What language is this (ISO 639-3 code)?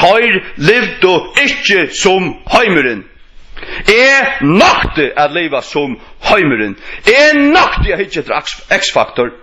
fao